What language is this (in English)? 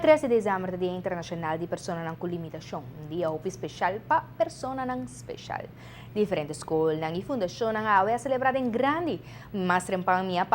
Papiamento